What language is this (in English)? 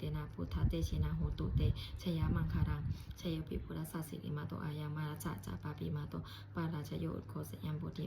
Pali